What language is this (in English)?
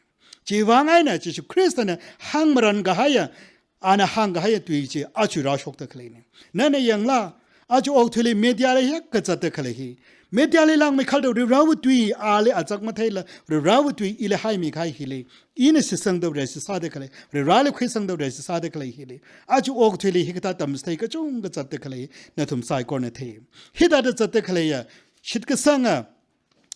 Tangkhul Naga (India)